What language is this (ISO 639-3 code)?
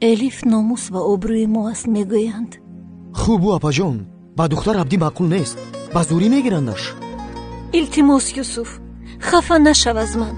tgk